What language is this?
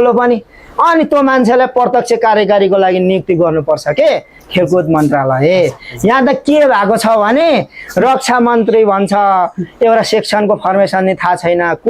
Nepali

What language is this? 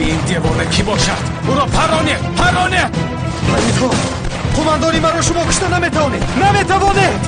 Tajik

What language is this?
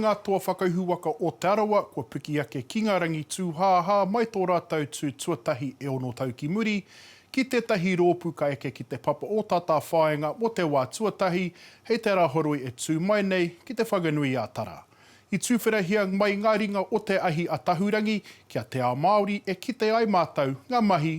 Māori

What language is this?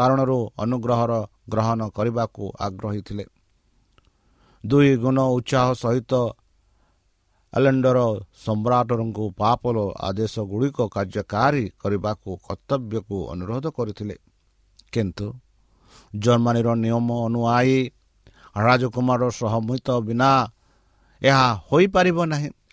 Odia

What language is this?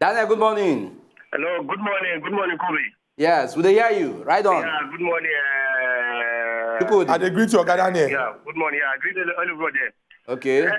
Nigerian Pidgin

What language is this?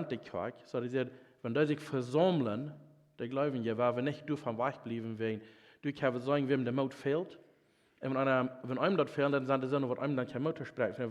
Plautdietsch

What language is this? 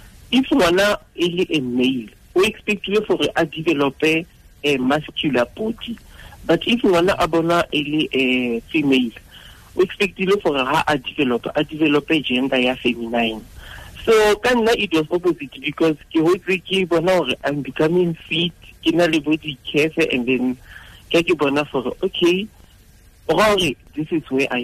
Tswana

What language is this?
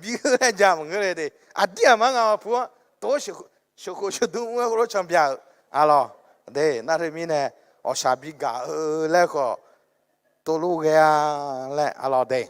Akha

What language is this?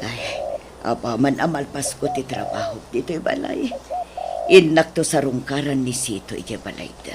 Iloko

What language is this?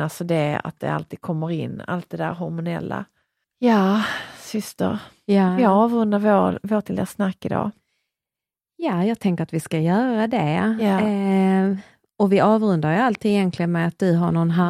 Swedish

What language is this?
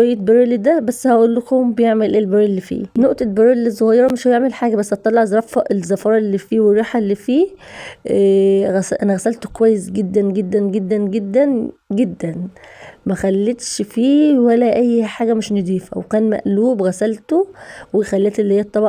Egyptian Arabic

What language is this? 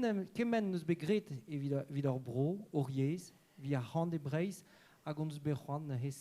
Breton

